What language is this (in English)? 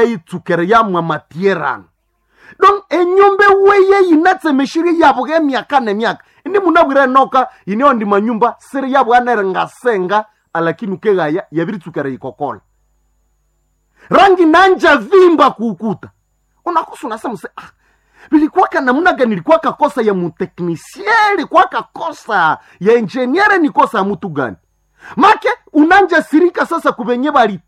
Swahili